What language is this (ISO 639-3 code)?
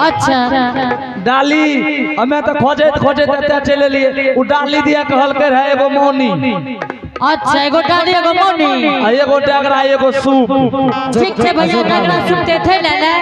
anp